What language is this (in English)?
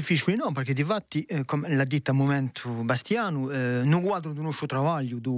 Corsican